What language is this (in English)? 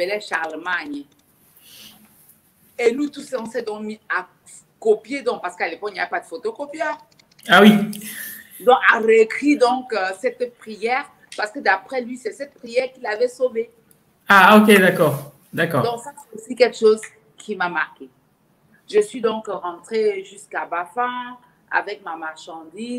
French